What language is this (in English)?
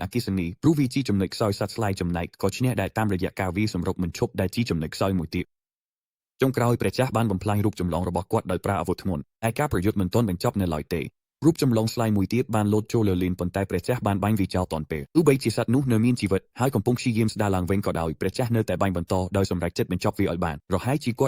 Khmer